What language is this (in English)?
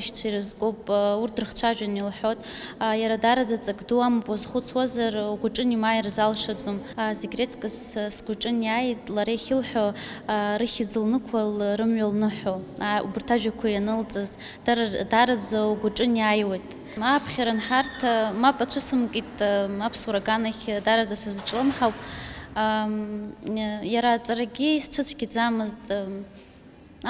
Abkhazian